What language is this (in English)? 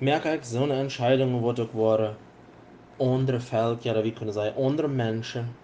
Plautdietsch